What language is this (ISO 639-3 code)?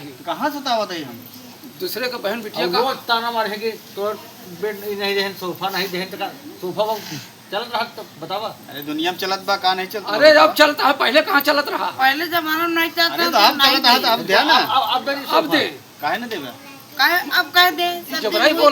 awa